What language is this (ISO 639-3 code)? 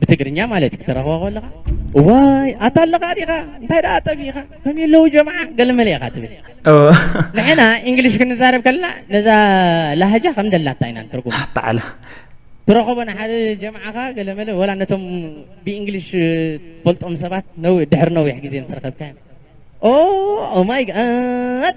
tir